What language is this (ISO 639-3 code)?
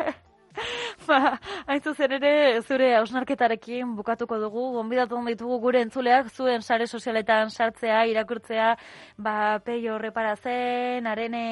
eus